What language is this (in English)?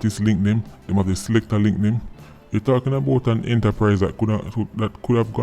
Jamaican Creole English